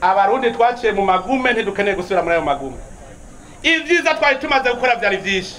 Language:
Rundi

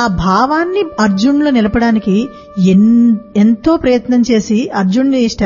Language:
Telugu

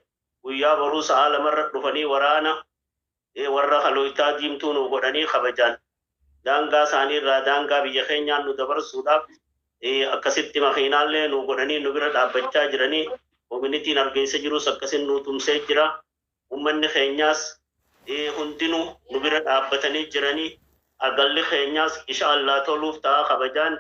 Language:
Oromo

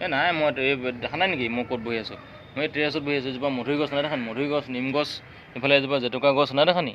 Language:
Assamese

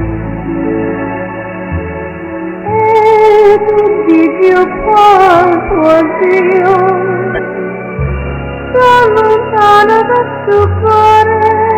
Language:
Italian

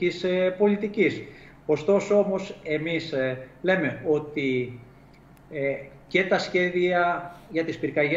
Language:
Greek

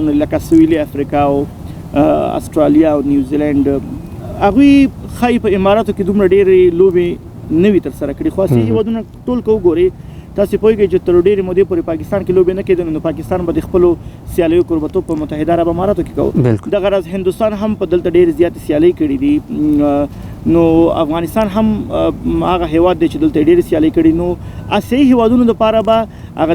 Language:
Pashto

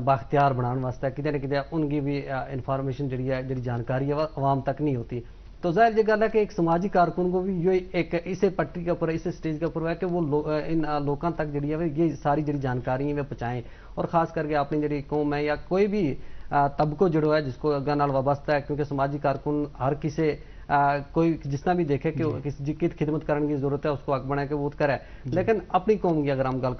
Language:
Gujari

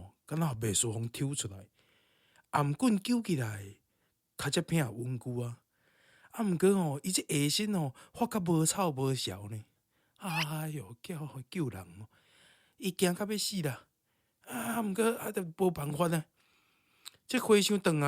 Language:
Min Nan Chinese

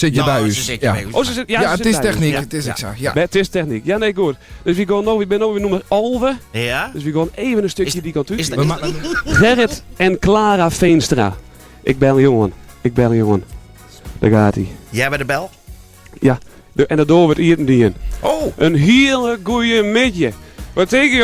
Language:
Western Frisian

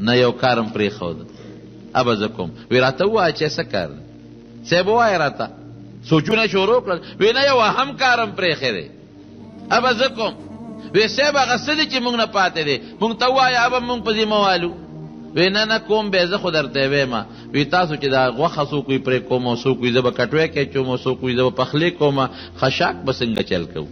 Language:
Pashto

